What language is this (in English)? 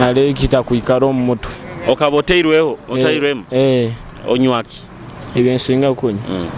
Nyoro